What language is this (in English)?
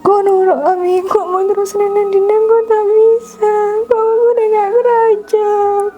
Madurese